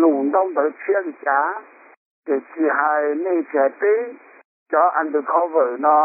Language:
Hmong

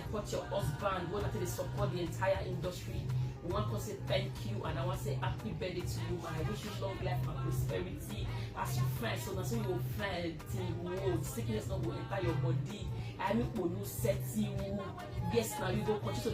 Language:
Nigerian Pidgin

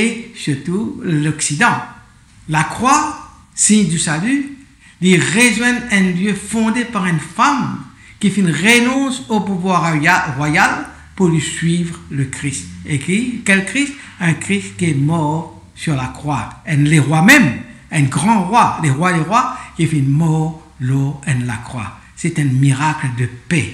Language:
Morisyen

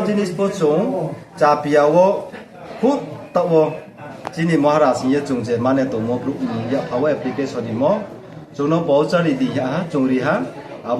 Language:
Riang (India)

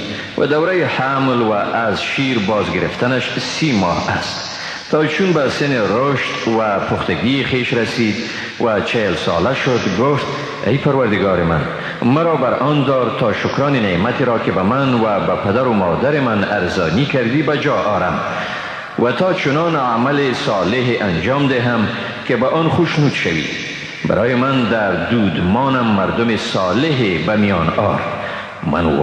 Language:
Persian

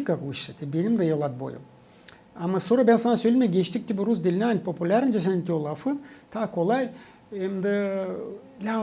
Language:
Gagauz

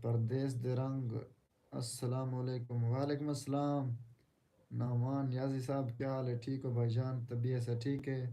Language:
Saraiki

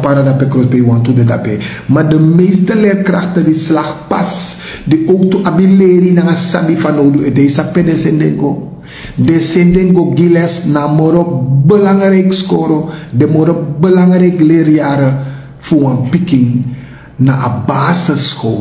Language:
Sranan Tongo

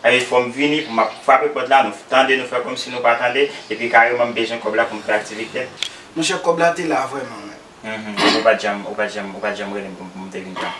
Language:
Haitian Creole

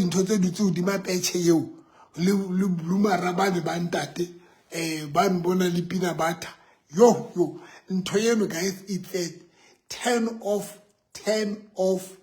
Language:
Southern Sotho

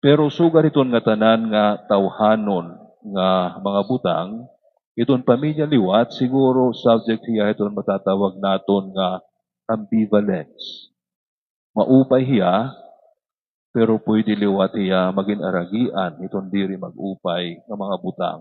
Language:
Waray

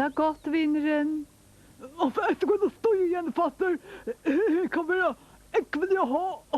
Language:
Faroese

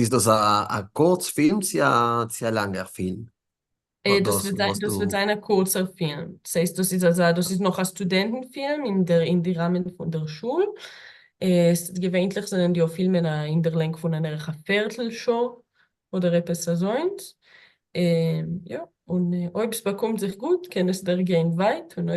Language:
Yiddish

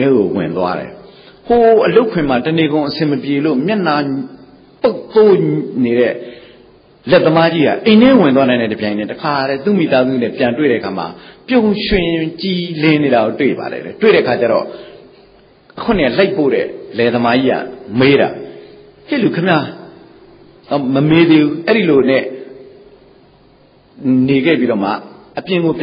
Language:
Burmese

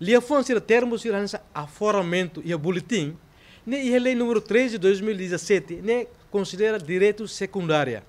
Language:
Tetum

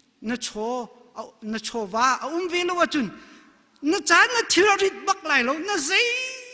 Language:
Hakha Chin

